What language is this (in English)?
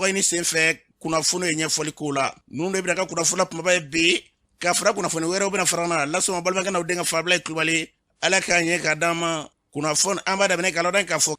Bambara